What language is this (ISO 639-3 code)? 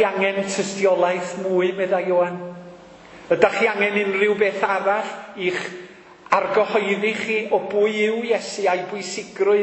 cym